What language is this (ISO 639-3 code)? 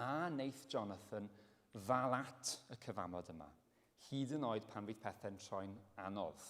cym